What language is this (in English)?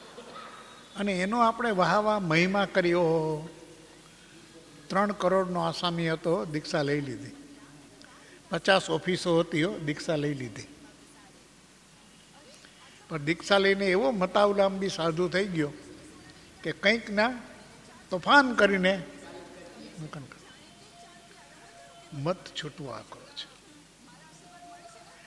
Gujarati